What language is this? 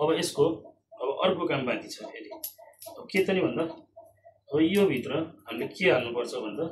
Nepali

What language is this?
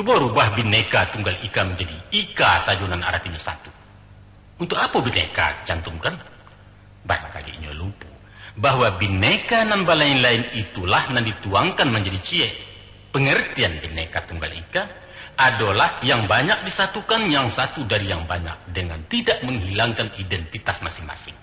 Minangkabau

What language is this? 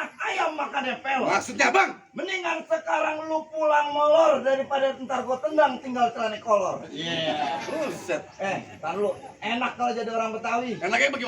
Betawi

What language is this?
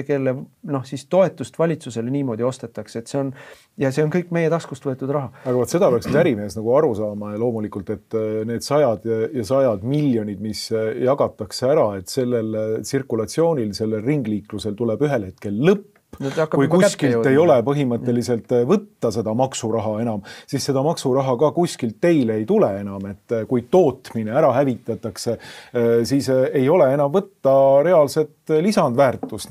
Estonian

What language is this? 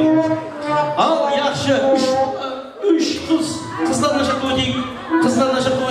Kara-Kalpak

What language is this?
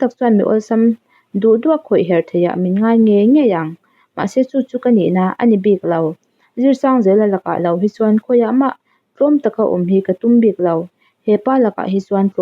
Mizo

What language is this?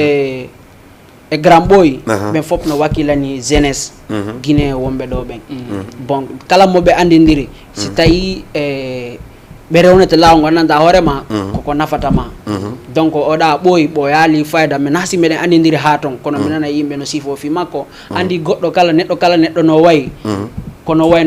Fula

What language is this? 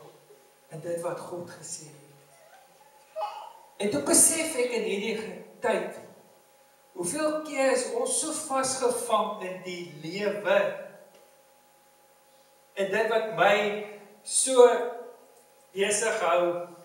Afrikaans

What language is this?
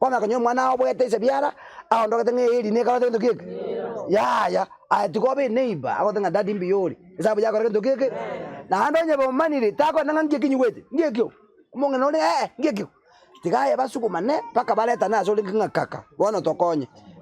Gusii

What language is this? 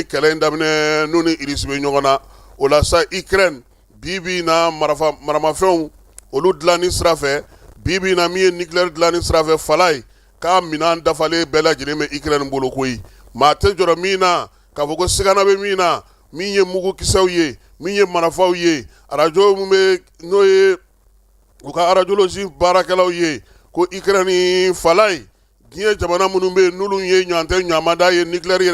Bambara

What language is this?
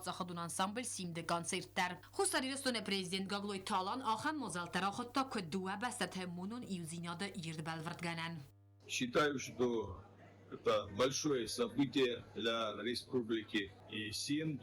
Ossetic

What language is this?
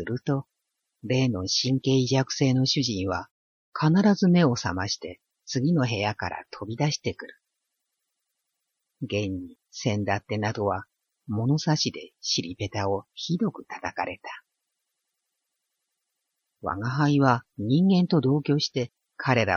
Japanese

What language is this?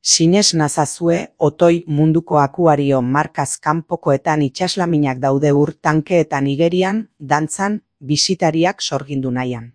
Basque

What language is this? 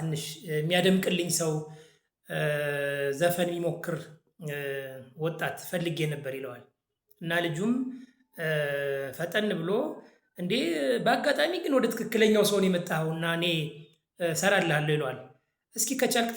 Amharic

